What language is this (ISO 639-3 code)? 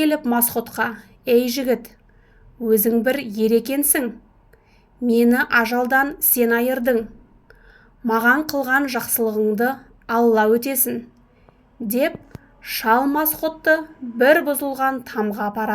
kaz